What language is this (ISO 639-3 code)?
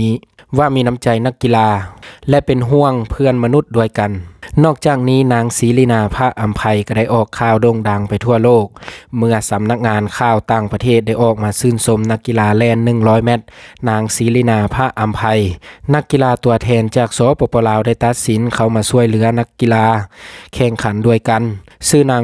lao